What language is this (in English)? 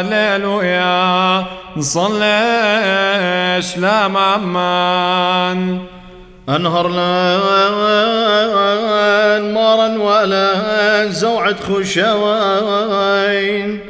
Classical Syriac